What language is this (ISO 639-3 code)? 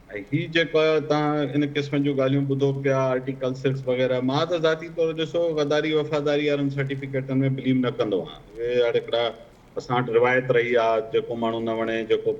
snd